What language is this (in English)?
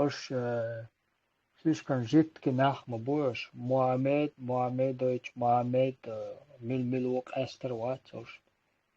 Chechen